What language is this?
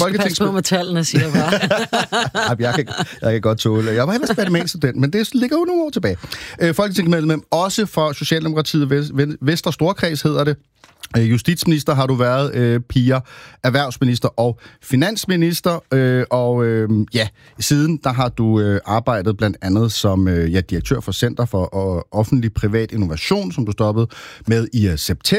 Danish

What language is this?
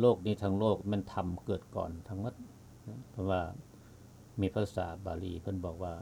Lao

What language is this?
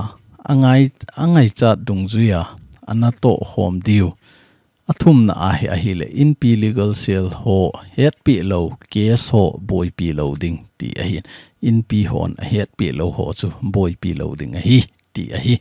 Thado Chin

